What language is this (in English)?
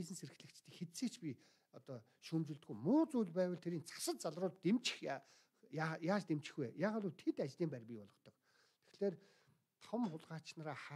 Mongolian